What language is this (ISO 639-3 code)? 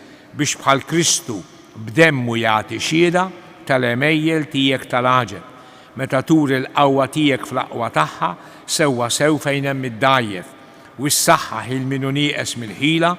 mlt